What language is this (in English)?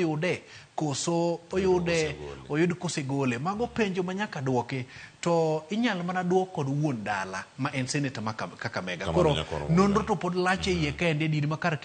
Luo (Kenya and Tanzania)